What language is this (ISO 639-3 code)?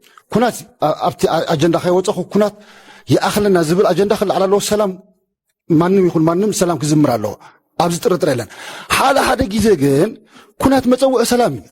tir